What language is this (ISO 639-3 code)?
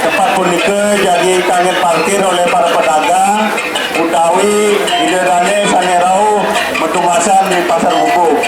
ban